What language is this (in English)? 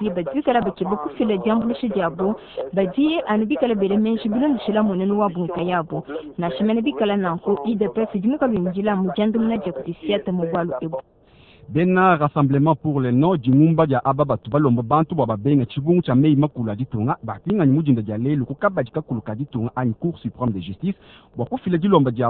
Luba-Lulua